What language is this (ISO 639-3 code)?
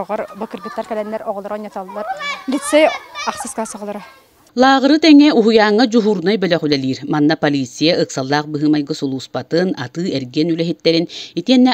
sah